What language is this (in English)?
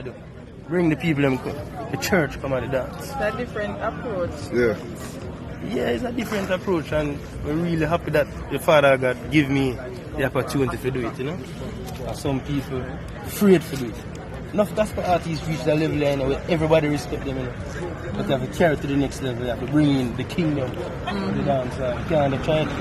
Jamaican Creole English